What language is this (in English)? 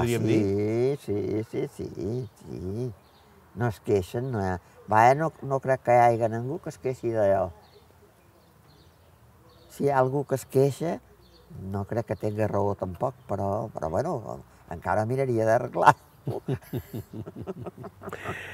Catalan